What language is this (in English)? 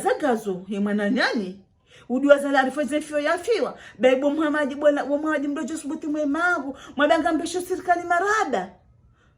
Ngazidja Comorian